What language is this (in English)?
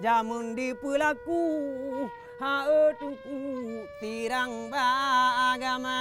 Achinese